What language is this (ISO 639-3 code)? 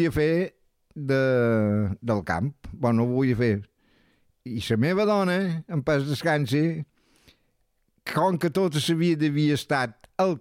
cat